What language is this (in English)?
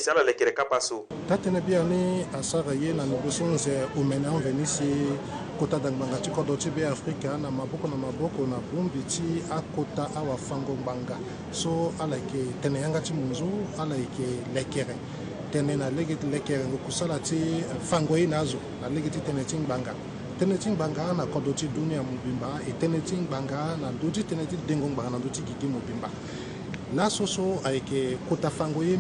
Sango